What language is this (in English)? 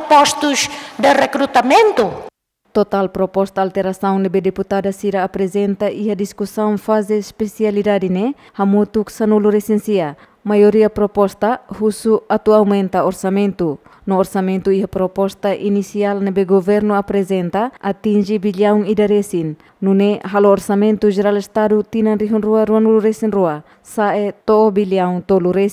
Tetum